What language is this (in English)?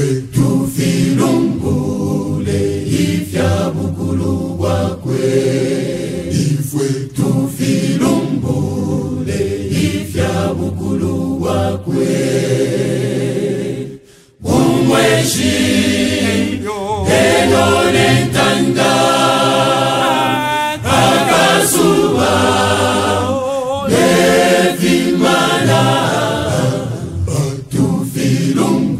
Bemba